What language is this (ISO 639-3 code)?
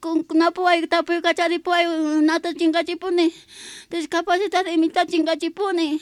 que